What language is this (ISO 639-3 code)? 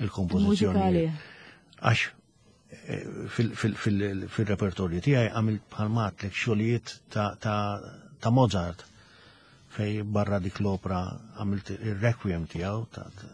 mlt